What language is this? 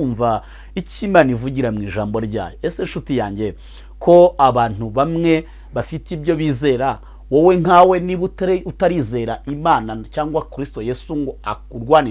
Kinyarwanda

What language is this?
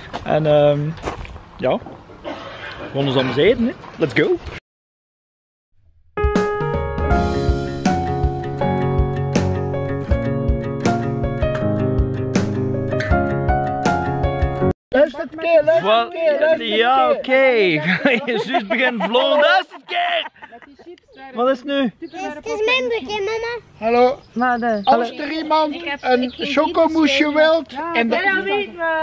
Dutch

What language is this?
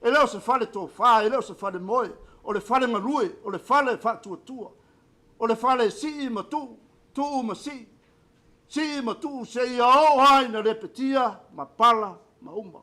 Samoan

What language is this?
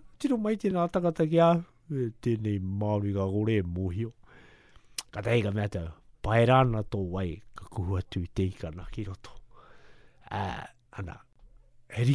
Māori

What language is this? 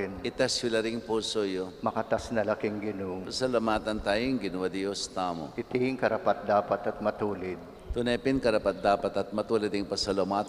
Pampanga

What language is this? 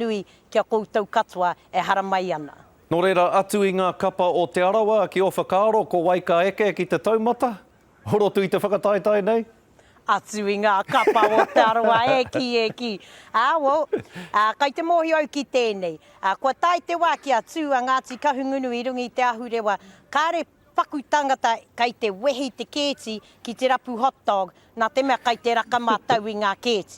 Māori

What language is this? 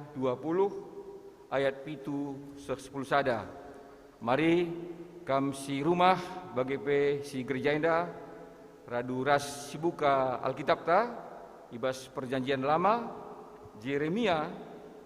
Batak Karo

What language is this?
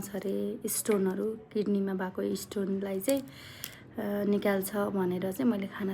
Nepali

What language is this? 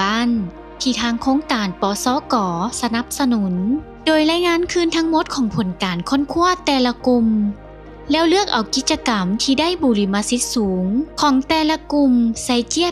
Lao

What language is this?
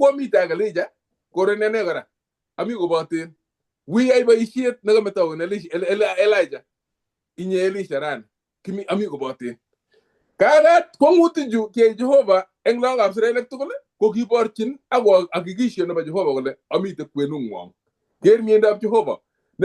Kalenjin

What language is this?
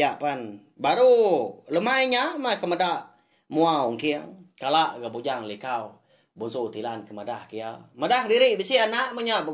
Iban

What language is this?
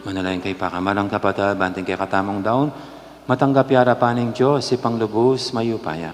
Pampanga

